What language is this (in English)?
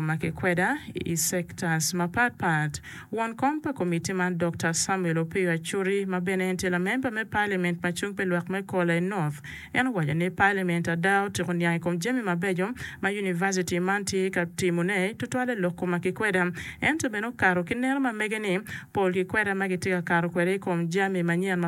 Acoli